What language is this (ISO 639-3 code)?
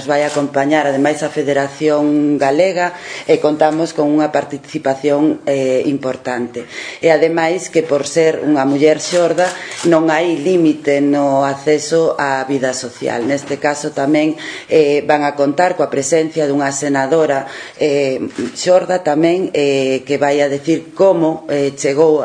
glg